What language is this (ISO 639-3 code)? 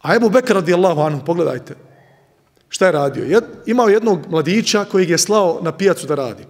bos